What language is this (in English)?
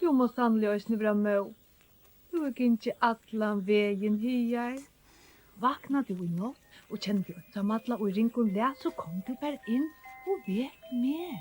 Faroese